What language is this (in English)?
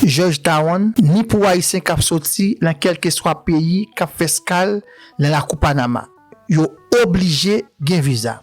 Haitian Creole